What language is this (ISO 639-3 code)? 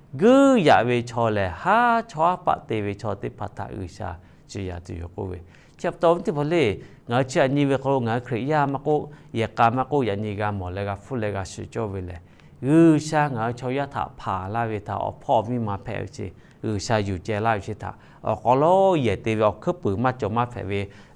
lhu